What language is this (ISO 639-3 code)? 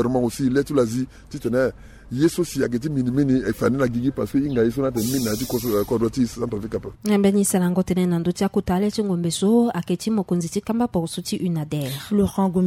sag